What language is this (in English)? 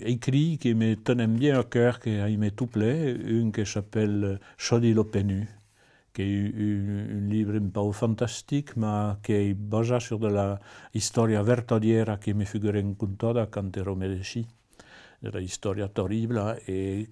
Occitan